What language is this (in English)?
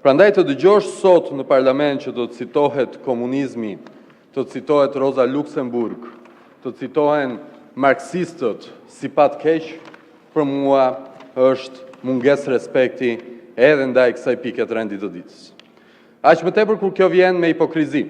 Albanian